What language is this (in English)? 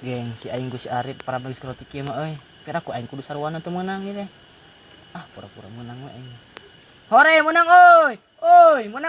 Sundanese